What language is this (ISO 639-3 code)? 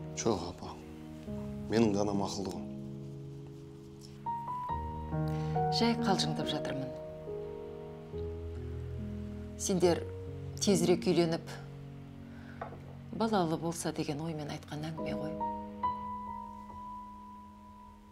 kaz